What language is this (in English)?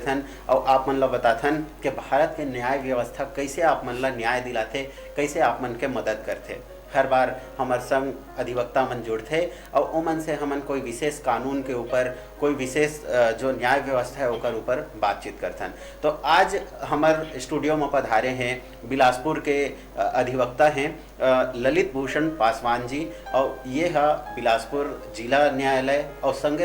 Chhattisgarhi